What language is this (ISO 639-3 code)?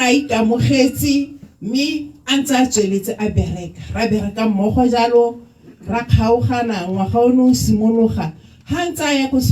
tsn